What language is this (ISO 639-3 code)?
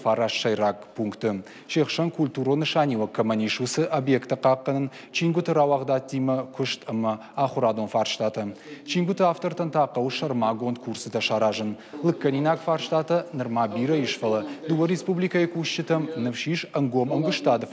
oss